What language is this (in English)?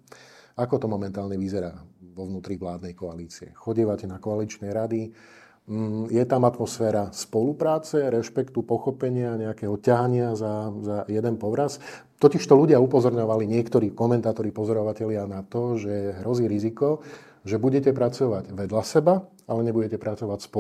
Slovak